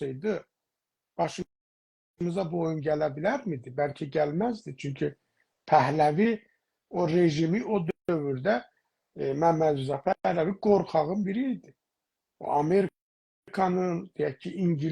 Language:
South Azerbaijani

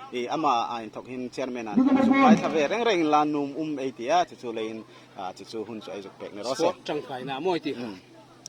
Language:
Hmar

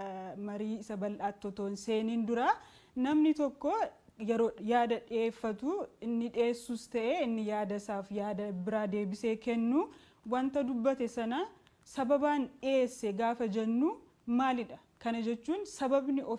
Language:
Oromo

